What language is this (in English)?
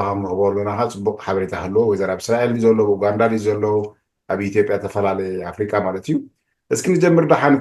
Tigrinya